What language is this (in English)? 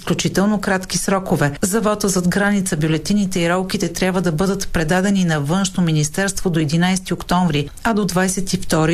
Bulgarian